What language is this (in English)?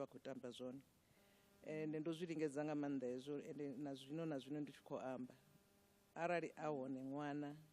Venda